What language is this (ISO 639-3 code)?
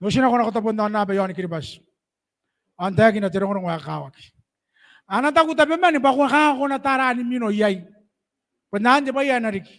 gil